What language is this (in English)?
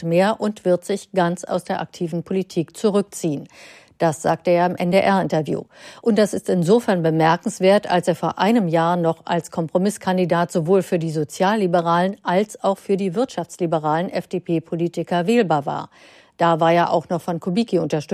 German